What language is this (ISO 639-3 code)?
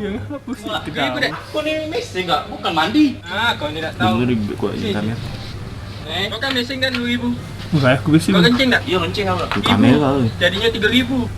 mui